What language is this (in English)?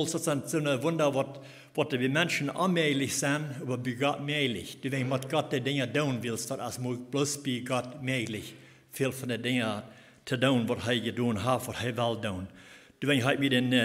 Plautdietsch